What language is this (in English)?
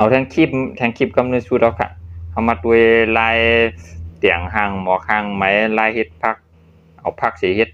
Shan